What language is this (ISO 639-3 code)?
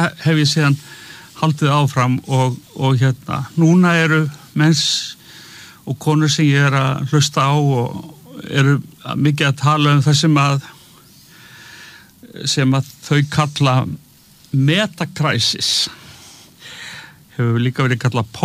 isl